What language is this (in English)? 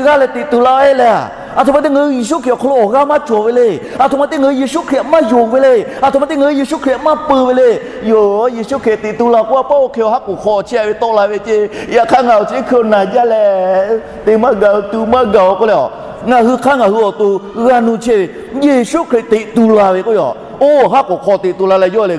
Lahu